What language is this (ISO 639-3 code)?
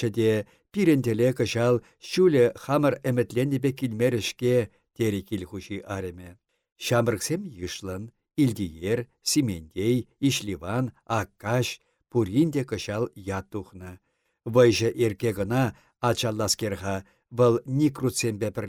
chv